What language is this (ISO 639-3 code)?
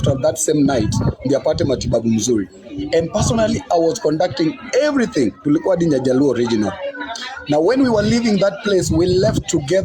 luo